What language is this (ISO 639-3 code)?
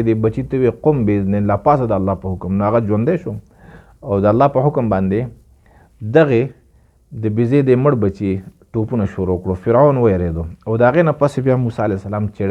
pus